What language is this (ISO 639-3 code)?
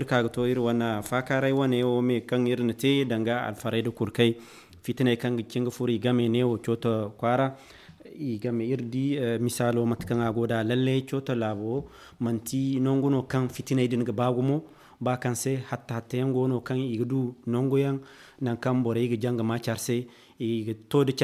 dje